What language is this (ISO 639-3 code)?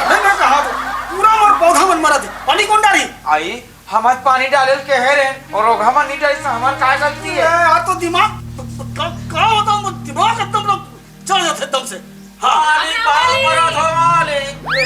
hne